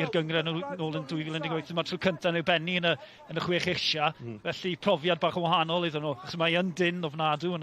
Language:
Welsh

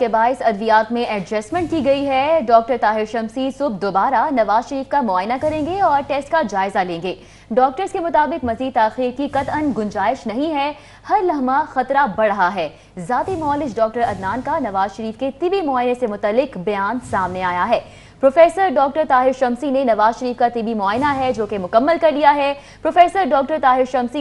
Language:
Urdu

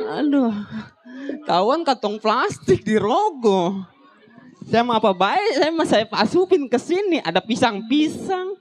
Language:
Betawi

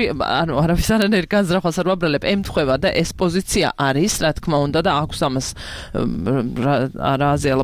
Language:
Georgian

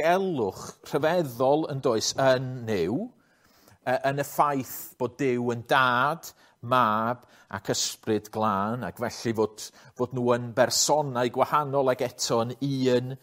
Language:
Welsh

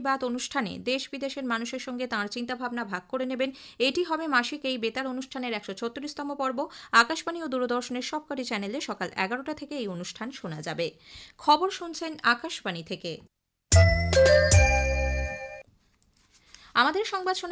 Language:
Bangla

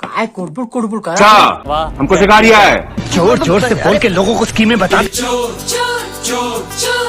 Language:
Chhattisgarhi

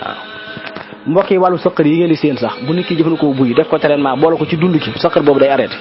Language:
Wolof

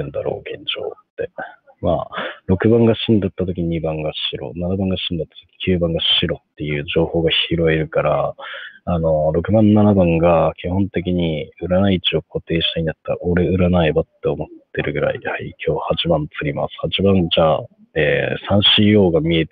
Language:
Japanese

